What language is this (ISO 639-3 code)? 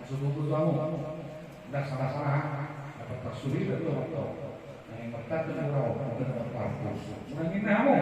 bbc